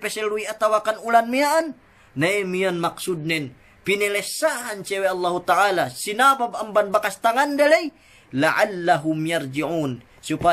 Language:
Yakan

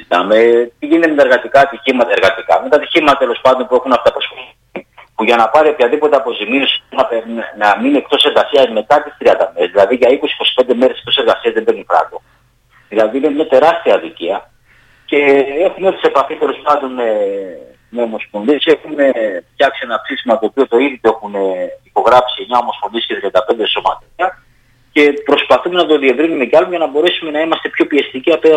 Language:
Greek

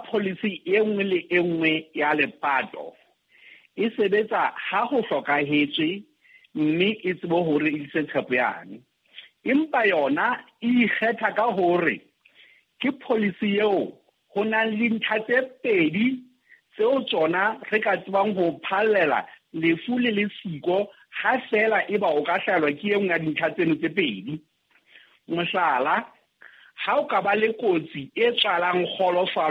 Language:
Southern Sotho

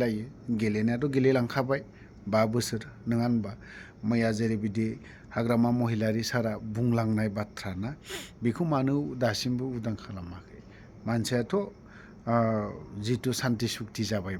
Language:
Bodo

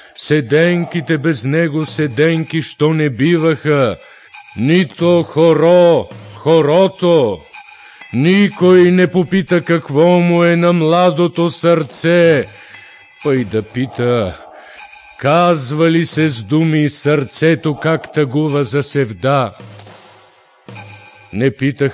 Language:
Bulgarian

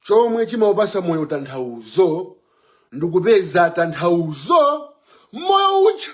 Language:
Nyanja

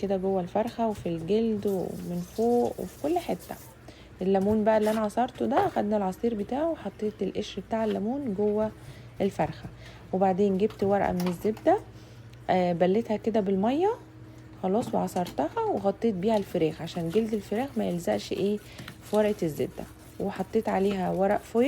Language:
Egyptian Arabic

